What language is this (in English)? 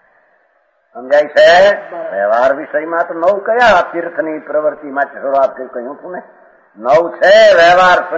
Gujarati